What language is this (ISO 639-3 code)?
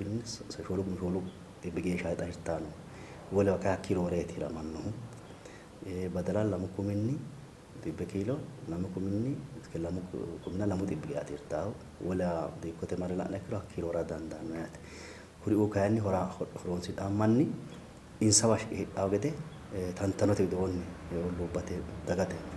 sid